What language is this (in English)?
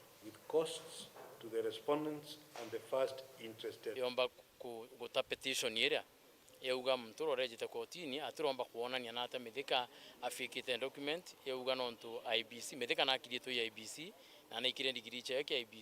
Meru